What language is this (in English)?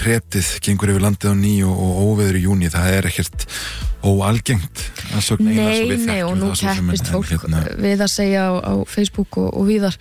Icelandic